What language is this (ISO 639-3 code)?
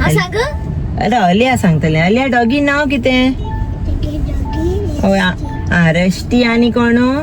kok